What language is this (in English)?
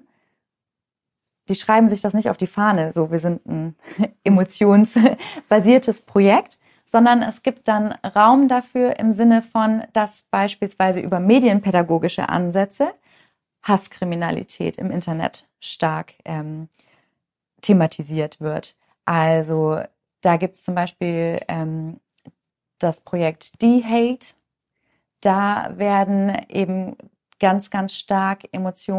German